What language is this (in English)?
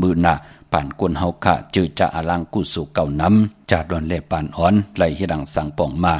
Shan